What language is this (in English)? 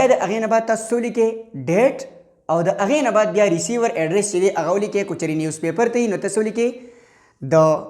Pashto